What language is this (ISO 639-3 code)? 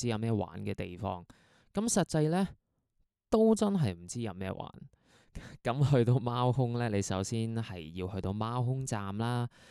yue